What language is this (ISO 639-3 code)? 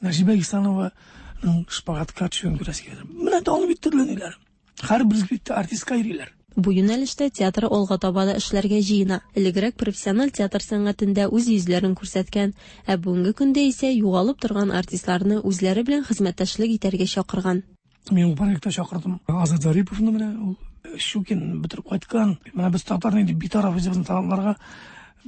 tat